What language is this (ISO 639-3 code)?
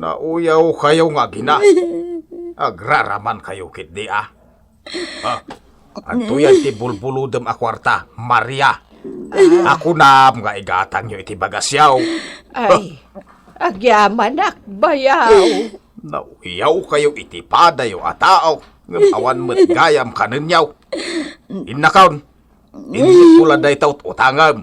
ilo